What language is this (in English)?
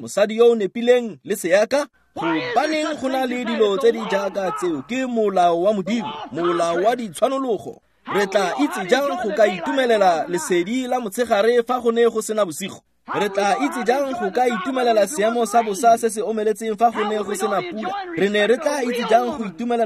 Tswana